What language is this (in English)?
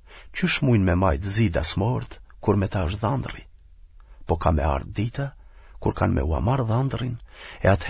Albanian